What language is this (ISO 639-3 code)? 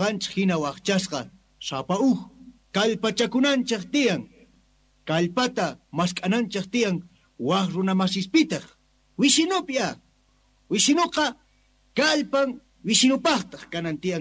que